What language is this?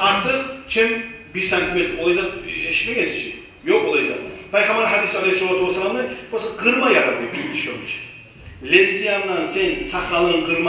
Kumyk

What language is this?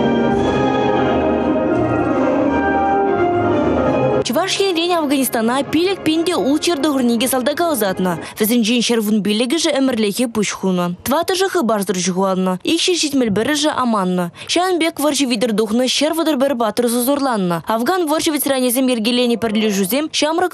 Chuvash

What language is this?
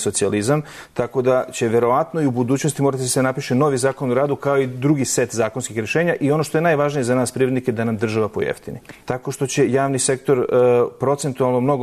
Serbian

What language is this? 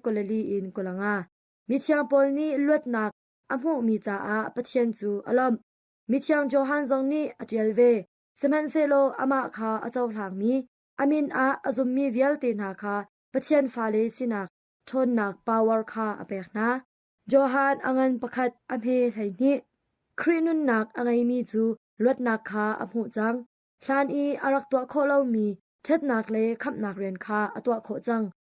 Hakha Chin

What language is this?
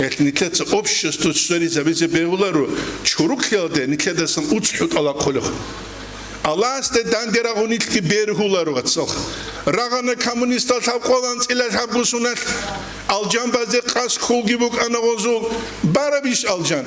Avaric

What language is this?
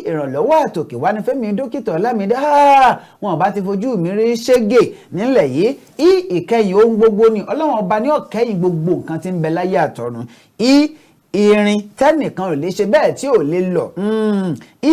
Yoruba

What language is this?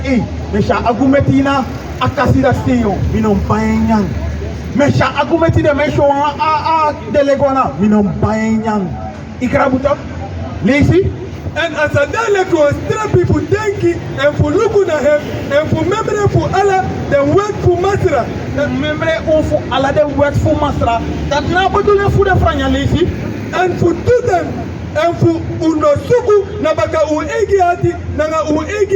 Sranan Tongo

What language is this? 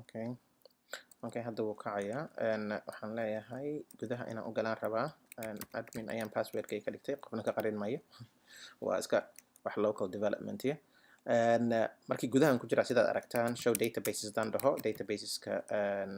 Somali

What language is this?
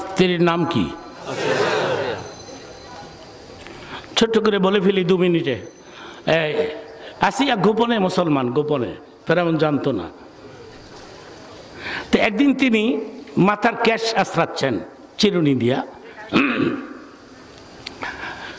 Bangla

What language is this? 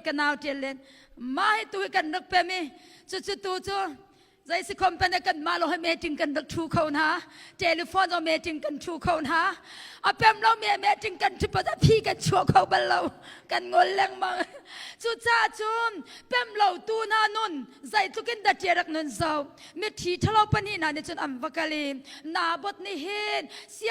Hakha Chin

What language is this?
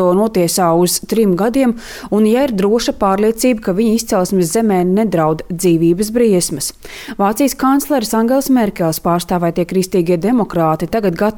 Latvian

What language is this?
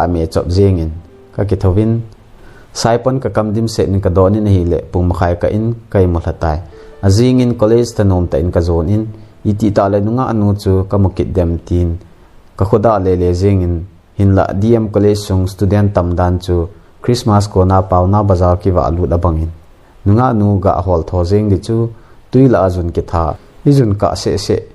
Thado Chin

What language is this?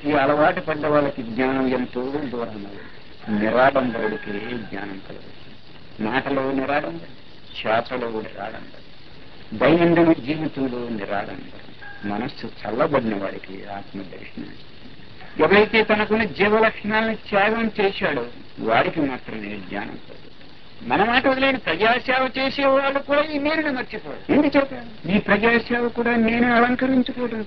Telugu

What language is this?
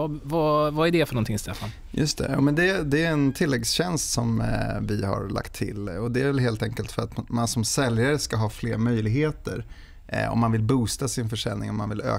Swedish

